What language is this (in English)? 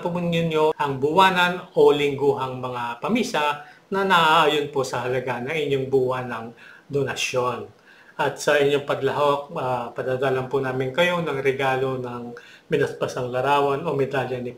Filipino